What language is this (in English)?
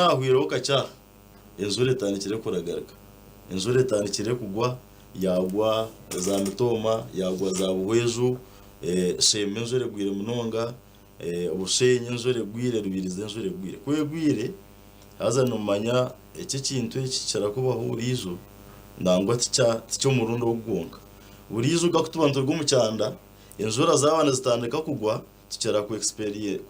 Nyankole